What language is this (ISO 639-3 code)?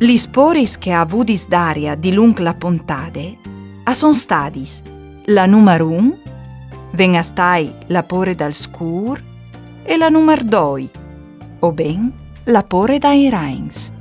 fur